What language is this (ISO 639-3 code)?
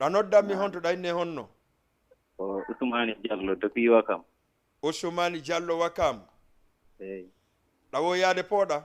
ful